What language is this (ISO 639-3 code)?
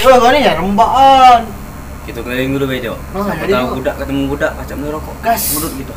mui